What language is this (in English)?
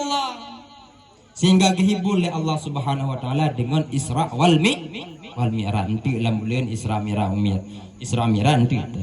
Achinese